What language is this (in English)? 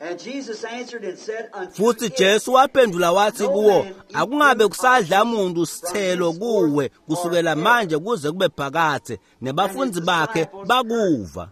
Swati